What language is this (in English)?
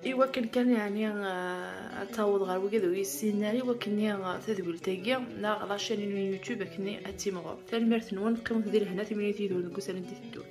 Kabyle